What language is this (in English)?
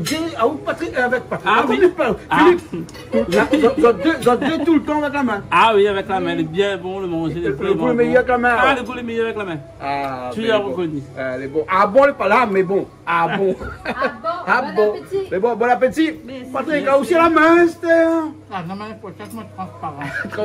Réunion Creole French